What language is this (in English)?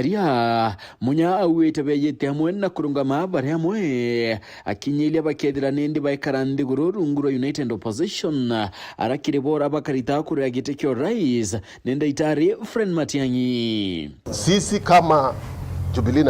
Meru